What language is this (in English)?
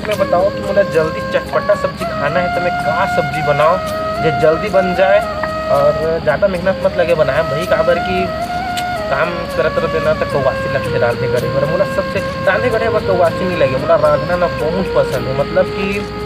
Chhattisgarhi